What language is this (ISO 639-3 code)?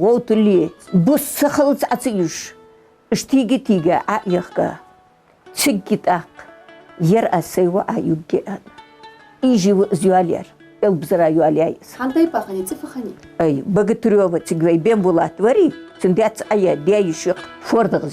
inh